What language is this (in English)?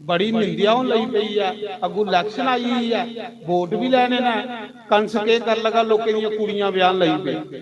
Dogri